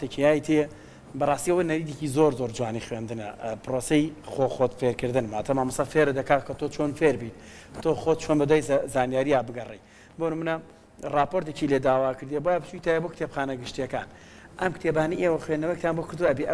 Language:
Central Kurdish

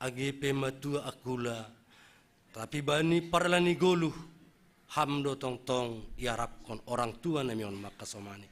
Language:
Batak Simalungun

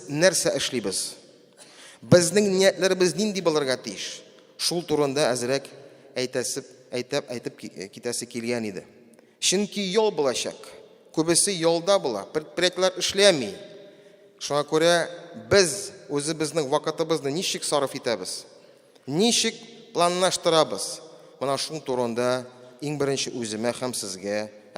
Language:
Tatar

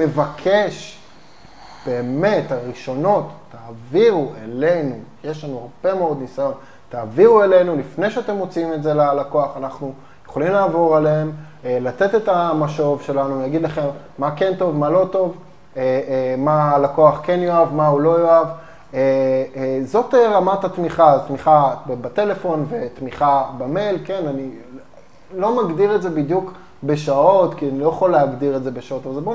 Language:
Hebrew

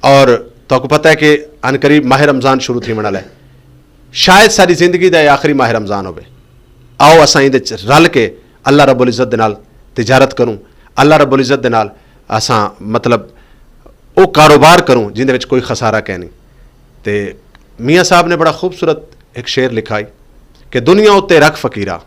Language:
Saraiki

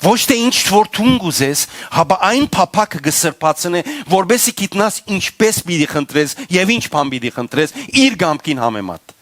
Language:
Western Armenian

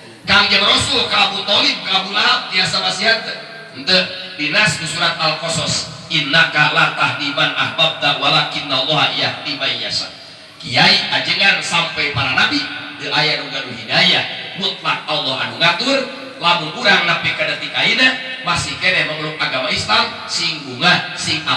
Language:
Sundanese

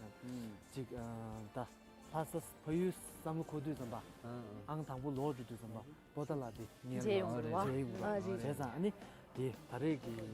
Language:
Tibetan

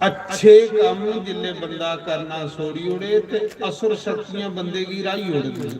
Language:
Dogri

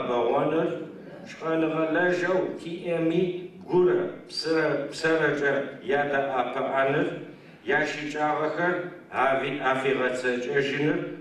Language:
Adyghe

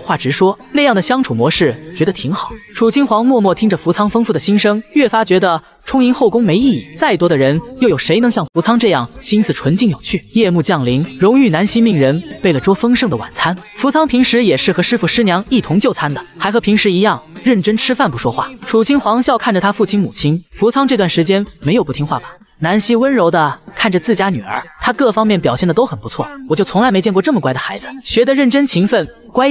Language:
Chinese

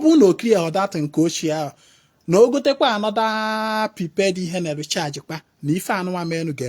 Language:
Igbo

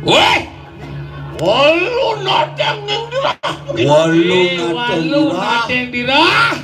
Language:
Balinese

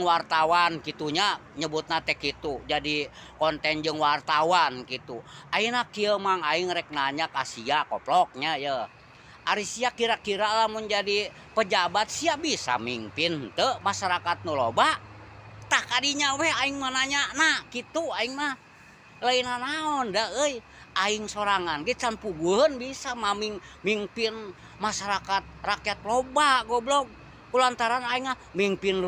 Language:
Sundanese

